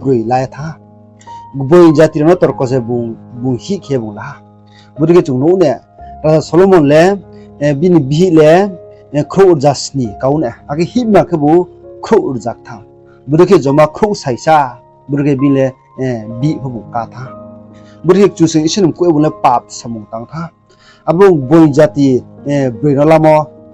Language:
Riang (India)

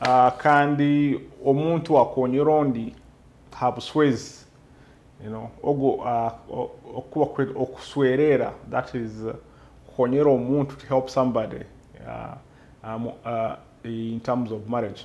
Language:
Nyoro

